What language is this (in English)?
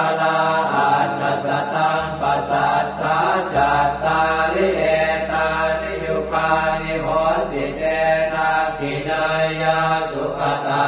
Pali